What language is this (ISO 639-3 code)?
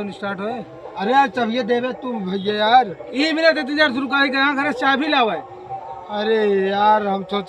awa